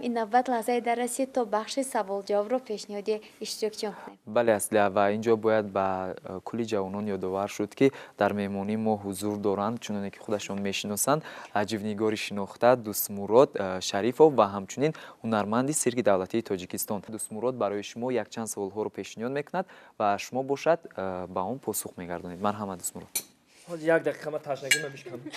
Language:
Tajik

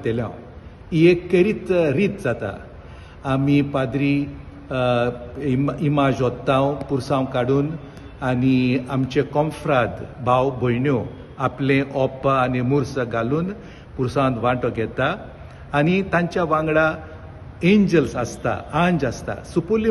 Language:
Konkani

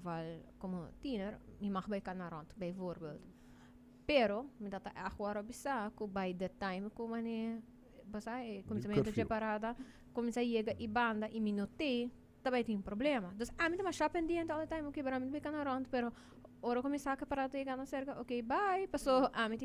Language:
Papiamento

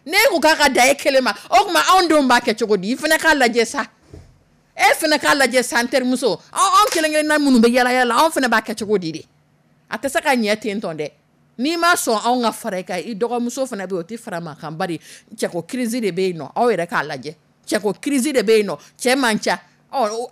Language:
Dyula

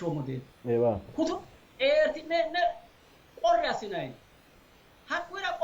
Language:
Sidamo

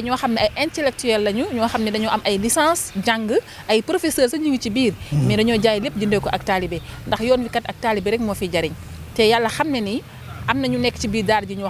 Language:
Wolof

